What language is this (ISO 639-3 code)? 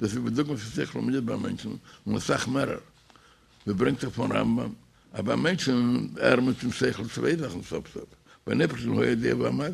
yid